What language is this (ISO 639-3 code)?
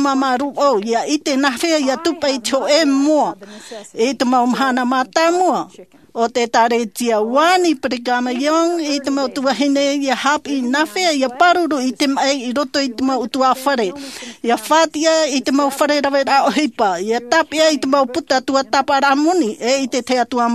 tah